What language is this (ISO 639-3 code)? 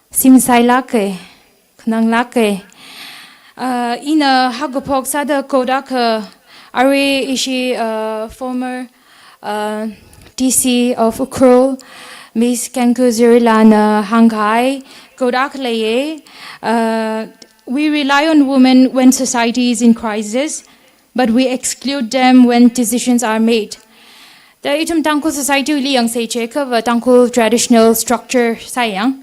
nmf